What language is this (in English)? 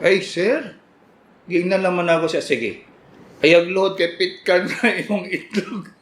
Cebuano